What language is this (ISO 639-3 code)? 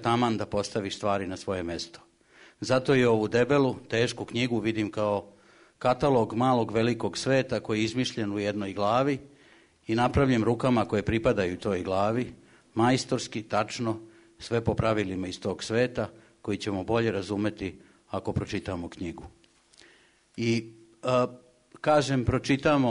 srp